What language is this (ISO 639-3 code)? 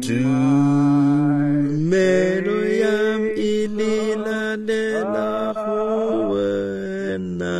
tsn